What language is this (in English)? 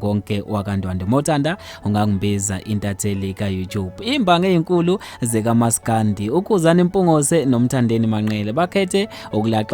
Zulu